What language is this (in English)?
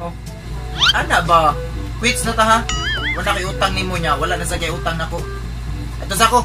Cebuano